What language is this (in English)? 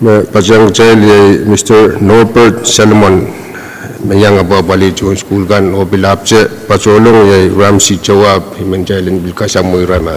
Pohnpeian